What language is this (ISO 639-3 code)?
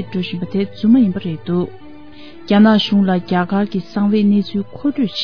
bod